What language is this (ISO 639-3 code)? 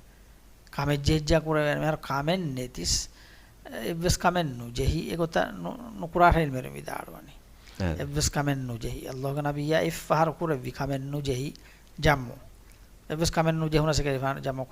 div